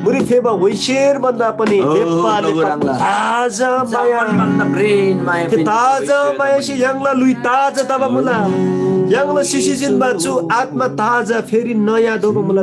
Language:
Eastern Tamang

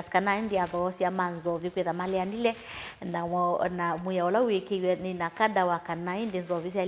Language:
Kamba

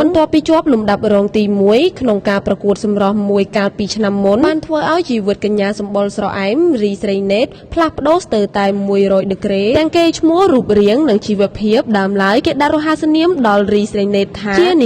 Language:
Khmer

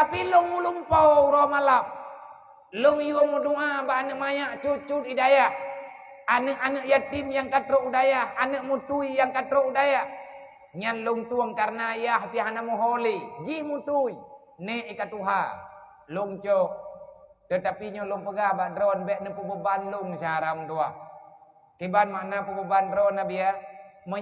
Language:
Achinese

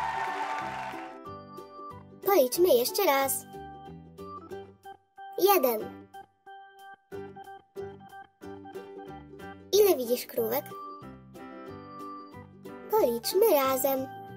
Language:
Polish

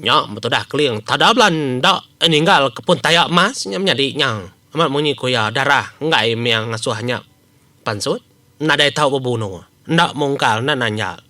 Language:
Iban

